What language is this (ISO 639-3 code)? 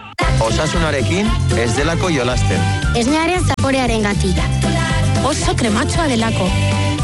eus